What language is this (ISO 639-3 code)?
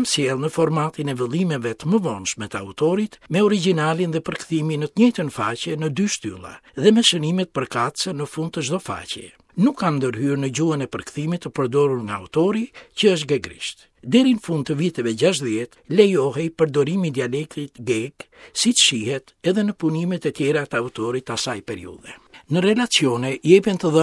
sqi